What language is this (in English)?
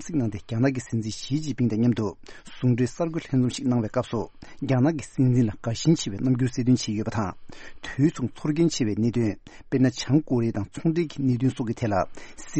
Tibetan